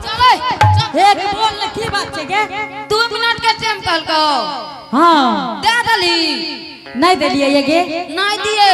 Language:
Angika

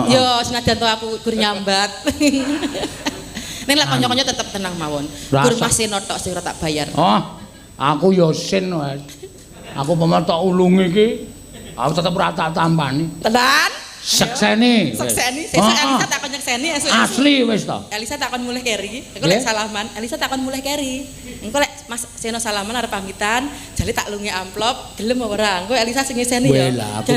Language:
Javanese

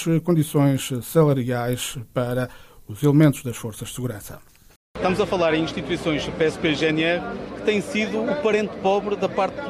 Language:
Portuguese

